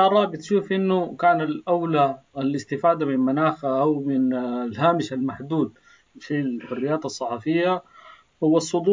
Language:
Sudanese Arabic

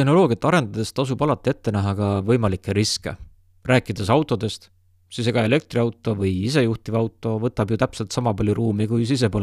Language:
Estonian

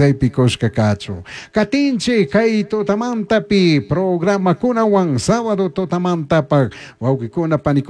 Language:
Chimborazo Highland Quichua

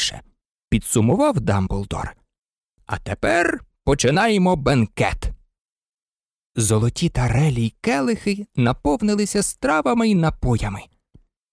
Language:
Ukrainian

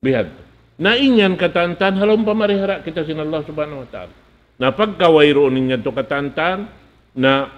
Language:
Tausug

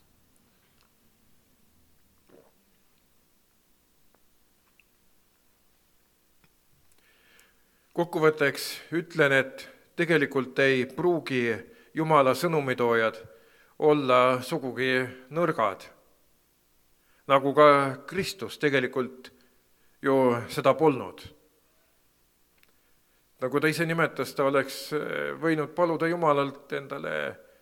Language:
Estonian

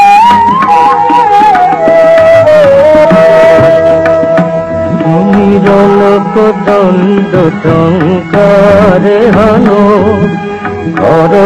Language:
Bangla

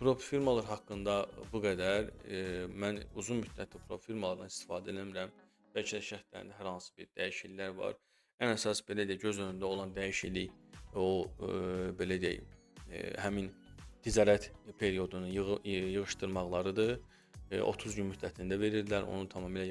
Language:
Azerbaijani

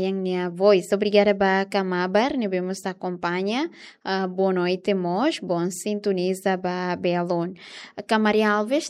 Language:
Tetum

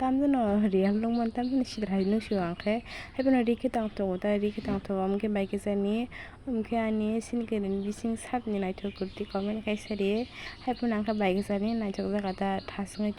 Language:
Kok Borok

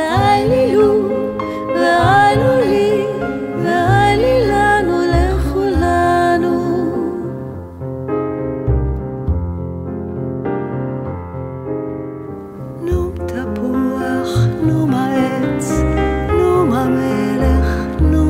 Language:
Hebrew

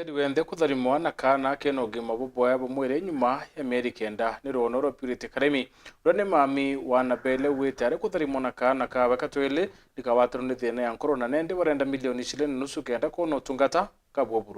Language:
Meru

